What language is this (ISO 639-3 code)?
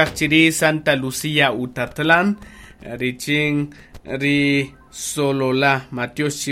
cak